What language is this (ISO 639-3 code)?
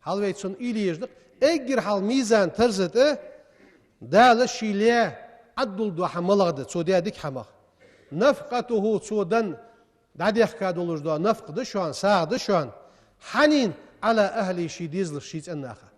inh